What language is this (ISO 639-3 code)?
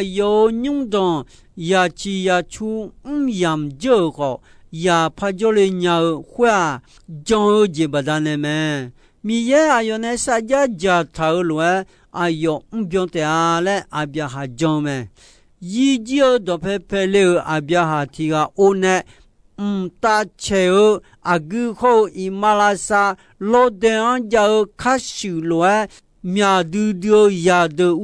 ahk